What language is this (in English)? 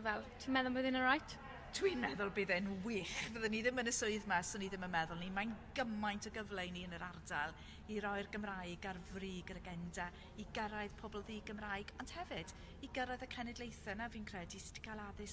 Welsh